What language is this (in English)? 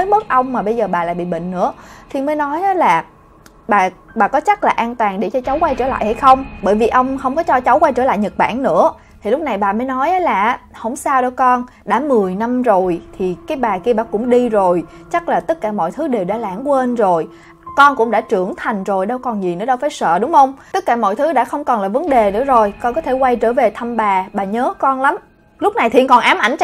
Vietnamese